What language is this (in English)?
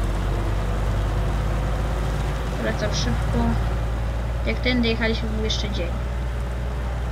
Polish